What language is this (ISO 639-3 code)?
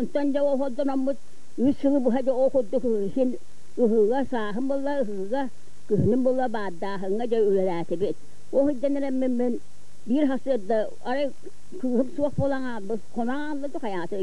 sah